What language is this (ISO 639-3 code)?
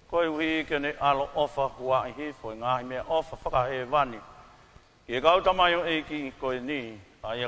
ton